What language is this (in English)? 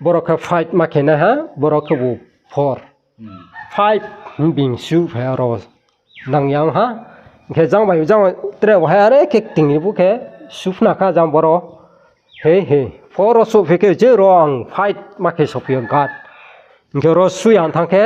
Riang (India)